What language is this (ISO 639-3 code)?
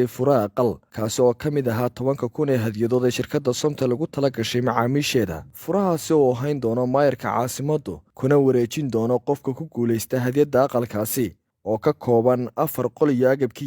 som